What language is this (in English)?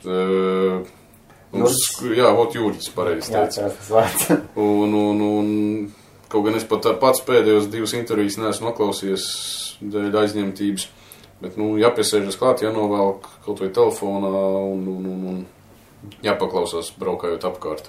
Latvian